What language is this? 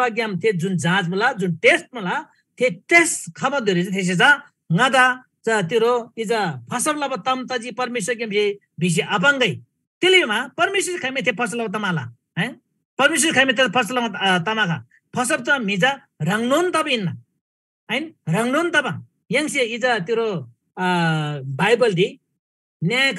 Eastern Tamang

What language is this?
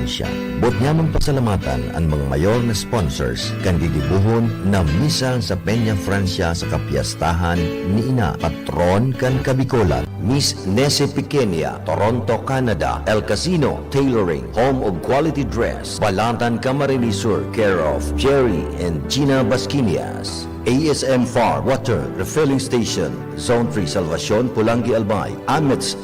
Bikol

